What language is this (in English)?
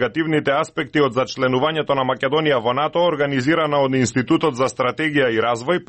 Macedonian